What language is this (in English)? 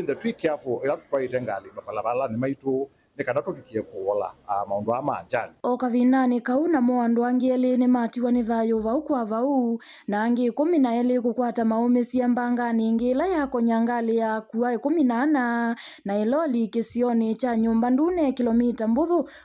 Kamba